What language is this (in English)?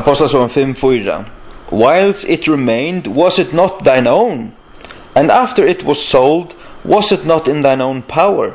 Faroese